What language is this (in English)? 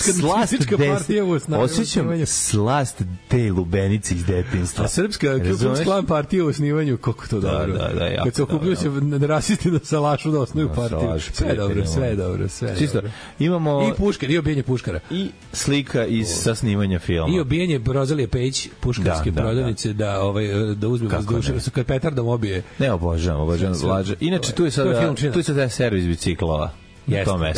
Serbian